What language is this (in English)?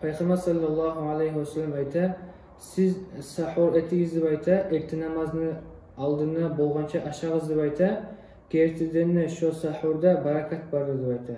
Kumyk